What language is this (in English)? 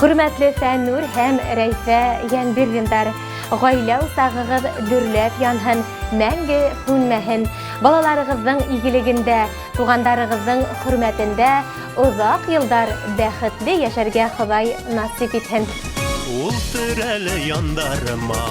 Bashkir